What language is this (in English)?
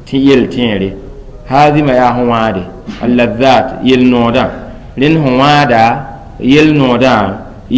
Mossi